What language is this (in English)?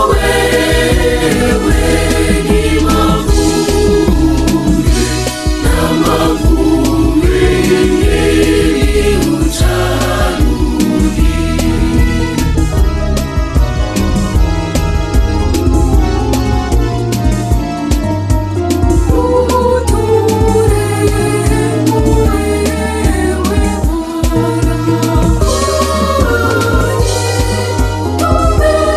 Swahili